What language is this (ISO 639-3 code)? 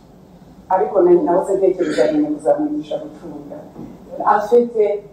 kin